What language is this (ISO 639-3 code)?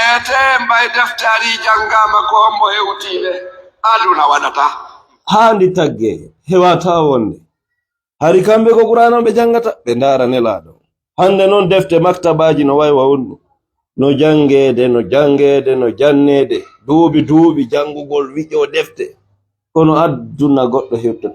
ful